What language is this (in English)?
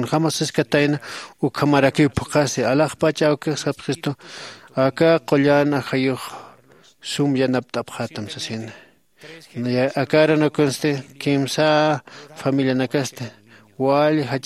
Aymara